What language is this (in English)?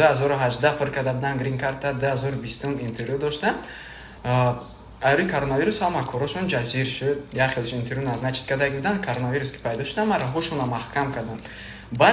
Tajik